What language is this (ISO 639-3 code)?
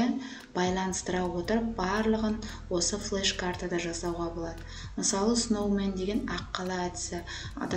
kaz